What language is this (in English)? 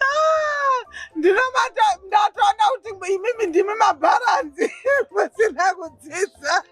Shona